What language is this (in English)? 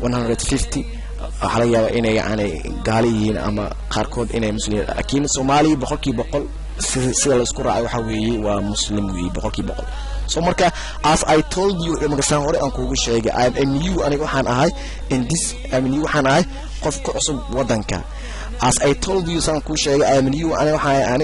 Somali